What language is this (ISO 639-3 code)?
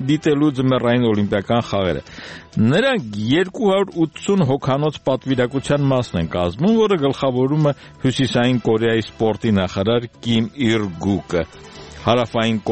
hye